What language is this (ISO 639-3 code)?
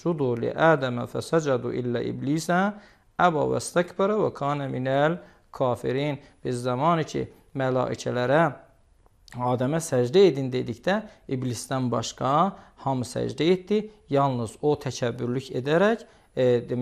aze